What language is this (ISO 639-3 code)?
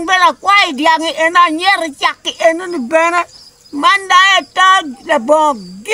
ach